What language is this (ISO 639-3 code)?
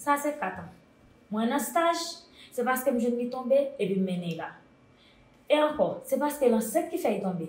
hat